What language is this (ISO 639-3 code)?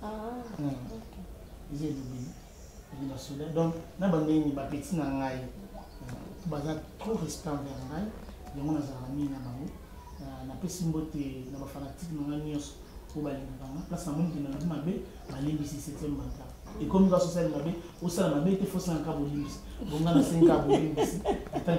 lin